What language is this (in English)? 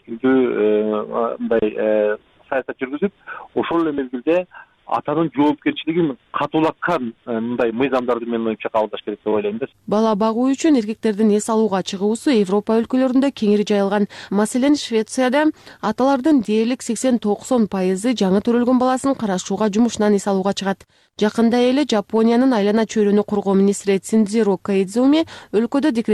Kyrgyz